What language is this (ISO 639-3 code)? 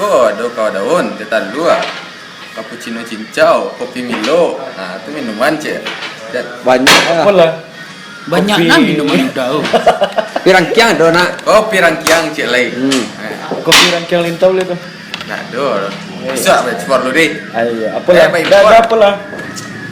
min